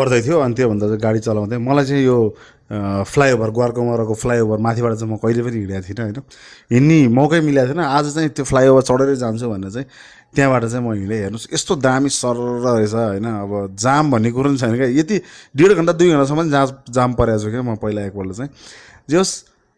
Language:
Nepali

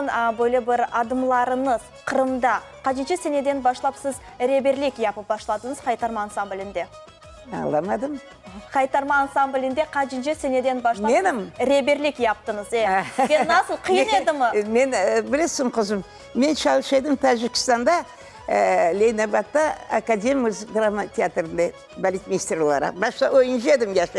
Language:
Crimean Tatar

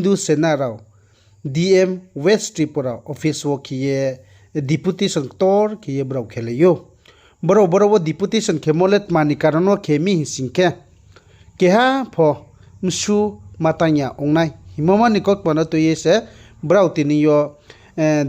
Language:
Riang (India)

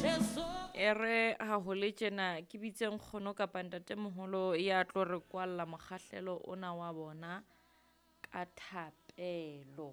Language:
Southern Sotho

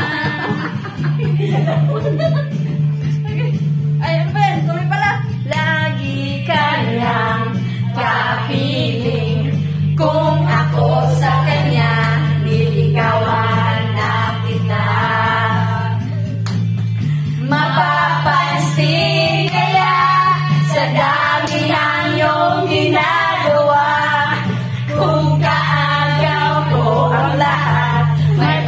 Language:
Filipino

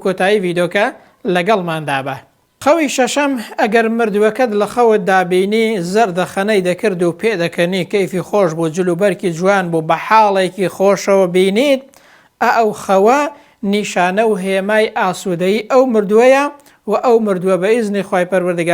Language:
Central Kurdish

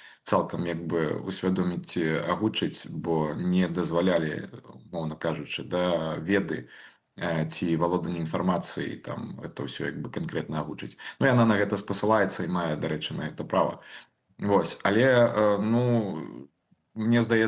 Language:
Belarusian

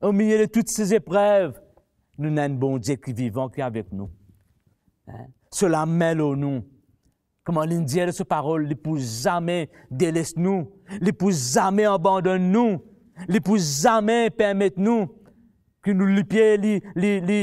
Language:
Morisyen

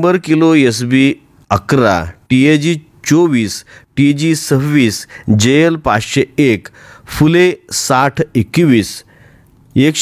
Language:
Marathi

